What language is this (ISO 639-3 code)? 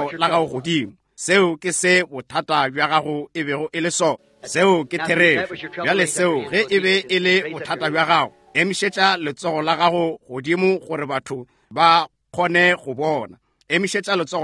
nso